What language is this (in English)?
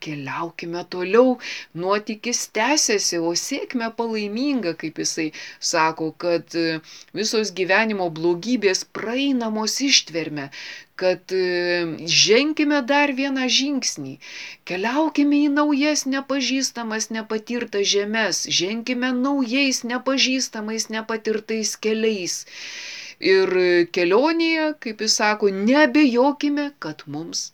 Lithuanian